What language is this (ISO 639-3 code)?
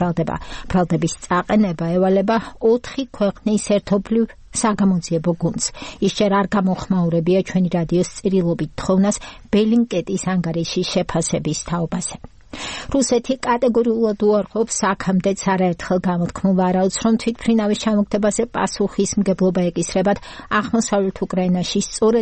kat